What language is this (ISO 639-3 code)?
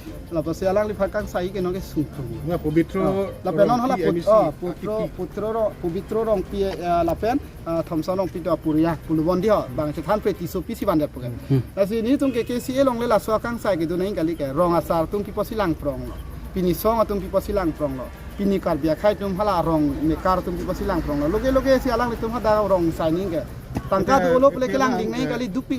mjw